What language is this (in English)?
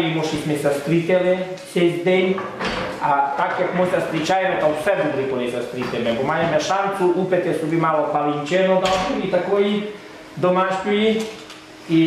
Rusyn